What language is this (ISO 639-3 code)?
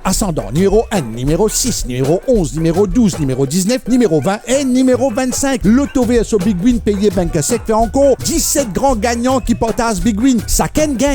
mfe